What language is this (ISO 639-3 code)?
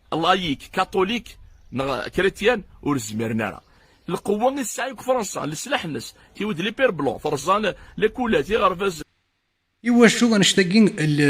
kab